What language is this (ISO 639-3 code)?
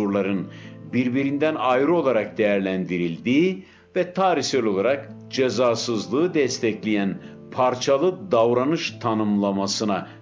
tur